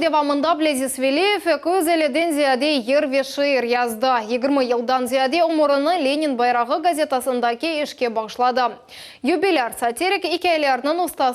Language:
Crimean Tatar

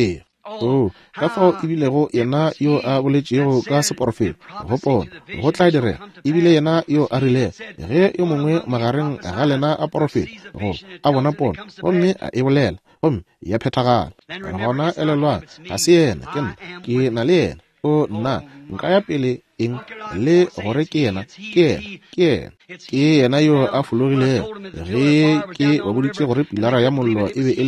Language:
Northern Sotho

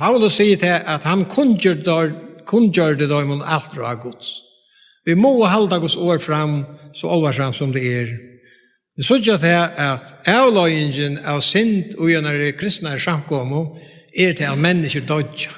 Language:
Faroese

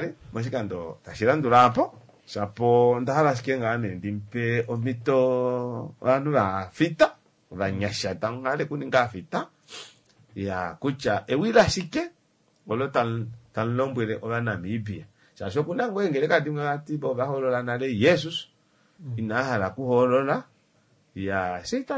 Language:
Kuanyama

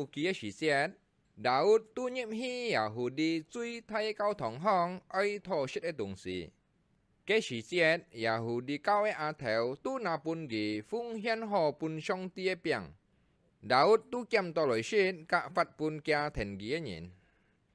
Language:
Hakka Chinese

